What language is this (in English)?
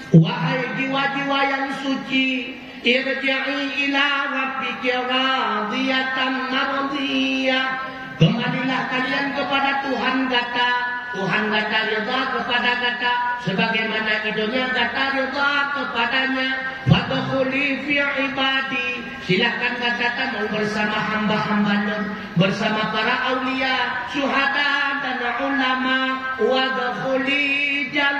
Achinese